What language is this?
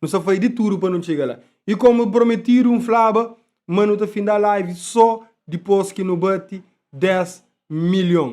Kabuverdianu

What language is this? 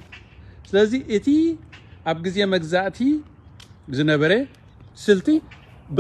Tigrinya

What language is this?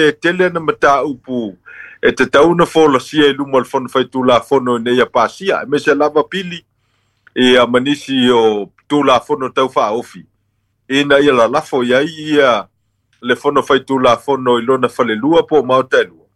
Samoan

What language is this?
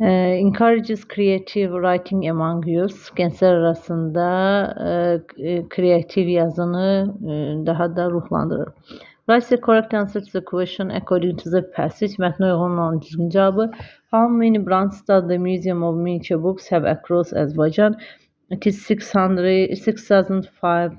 Azerbaijani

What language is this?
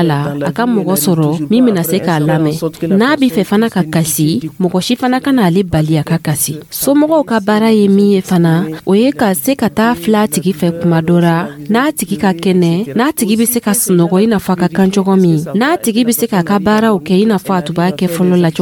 Dyula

